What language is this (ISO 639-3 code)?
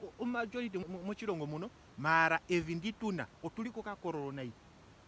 ndo